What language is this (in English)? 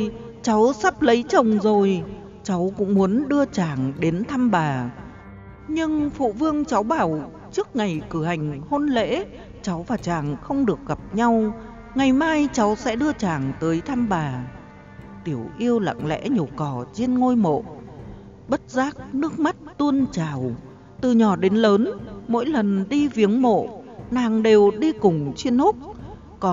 Vietnamese